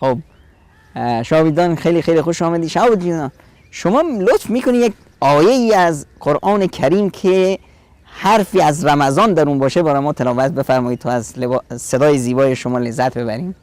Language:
Persian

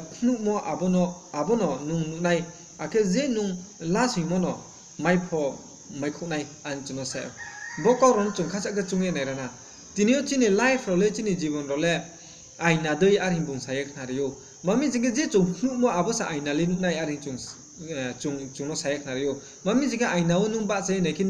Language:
Riang (India)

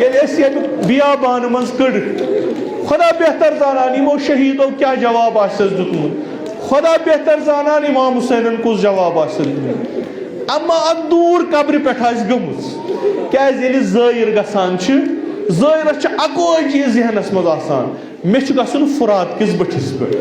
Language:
Kashmiri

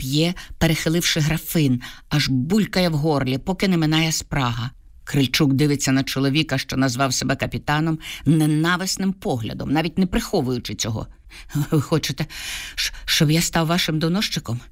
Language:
Ukrainian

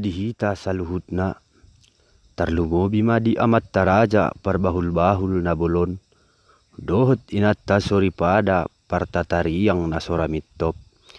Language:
Batak Toba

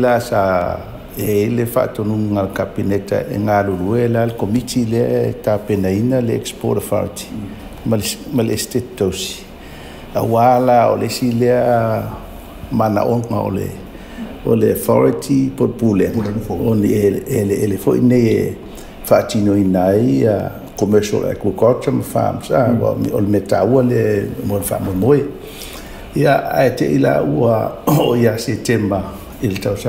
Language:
Samoan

